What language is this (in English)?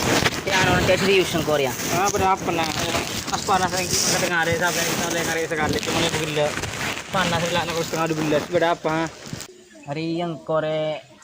Madurese